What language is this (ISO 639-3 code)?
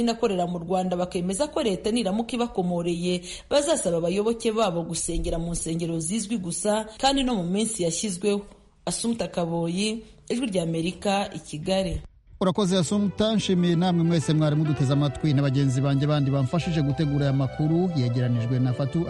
kin